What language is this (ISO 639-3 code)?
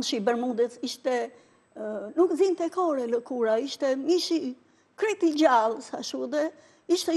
sqi